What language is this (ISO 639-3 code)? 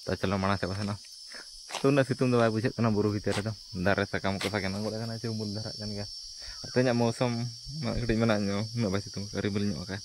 sat